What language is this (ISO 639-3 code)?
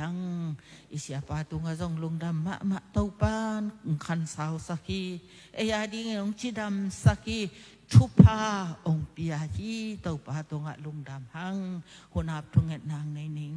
ctd